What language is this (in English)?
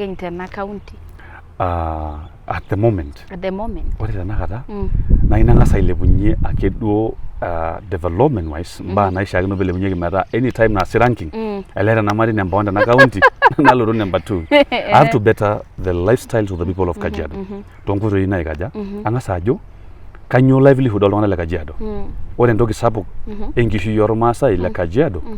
Masai